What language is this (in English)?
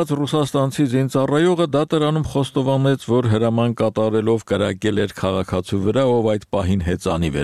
Armenian